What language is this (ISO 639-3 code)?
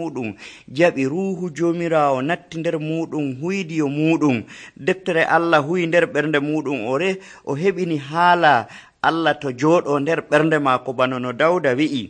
fuv